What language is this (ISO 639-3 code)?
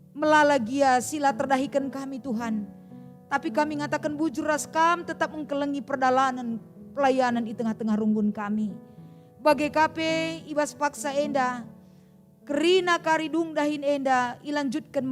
btx